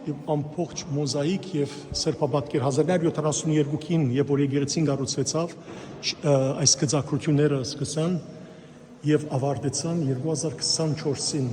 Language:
Western Armenian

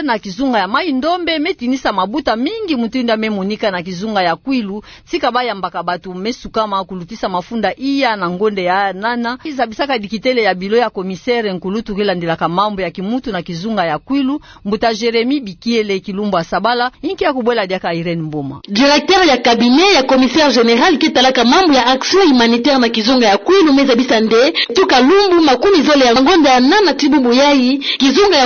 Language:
Kituba (Democratic Republic of Congo)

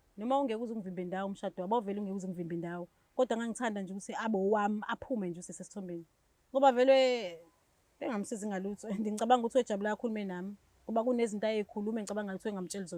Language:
Zulu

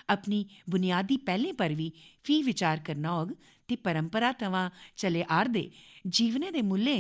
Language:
Dogri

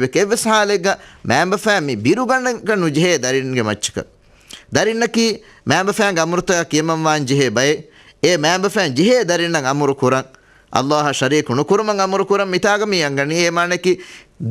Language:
Divehi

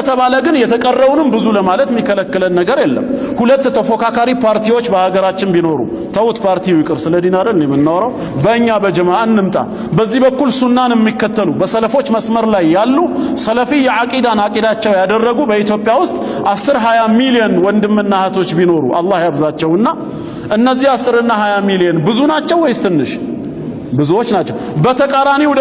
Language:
Amharic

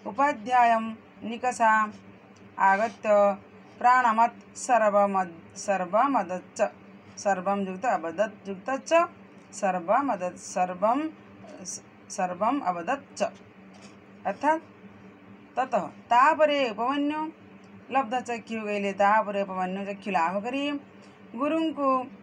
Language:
Odia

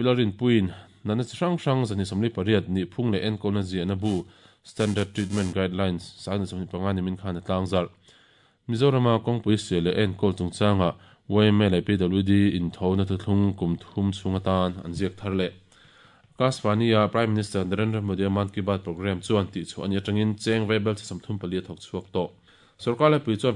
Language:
Mizo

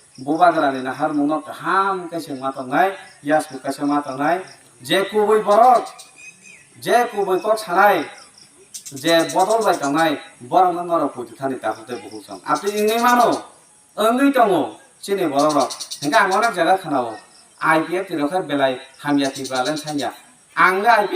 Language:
Kok Borok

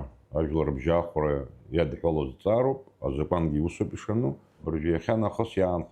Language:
Abkhazian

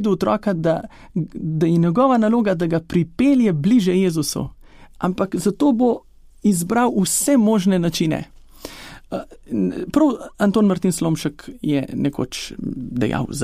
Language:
Slovenian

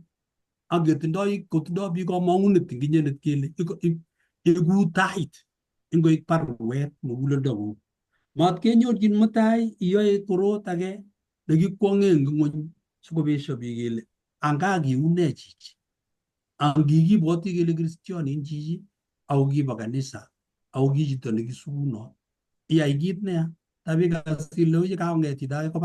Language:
Kalenjin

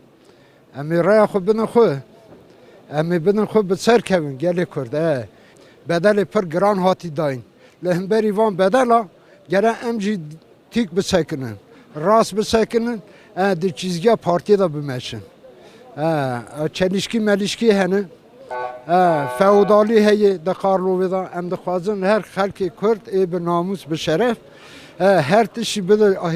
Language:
Kurdish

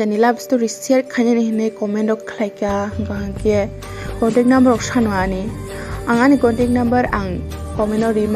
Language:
Kok Borok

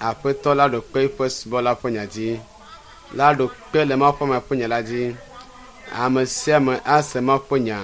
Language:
Ewe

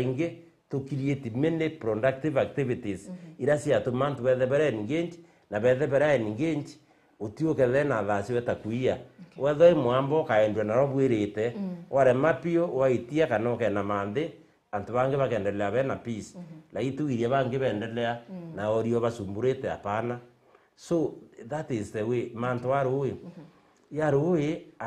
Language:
Meru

